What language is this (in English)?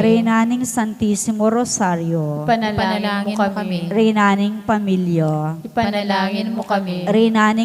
Pampanga